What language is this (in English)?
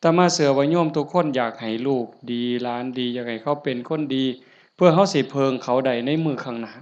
Northeastern Thai